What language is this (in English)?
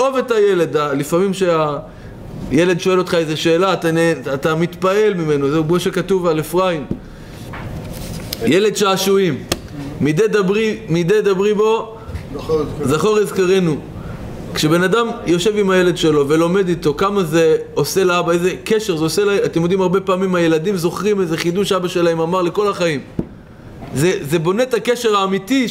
Hebrew